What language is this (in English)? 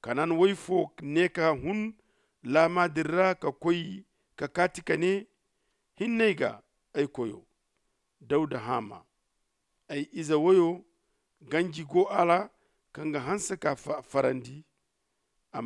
Zarma